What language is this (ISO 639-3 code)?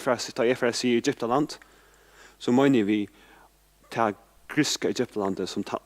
fao